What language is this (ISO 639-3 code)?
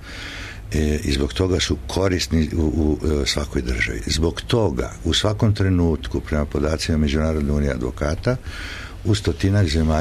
srp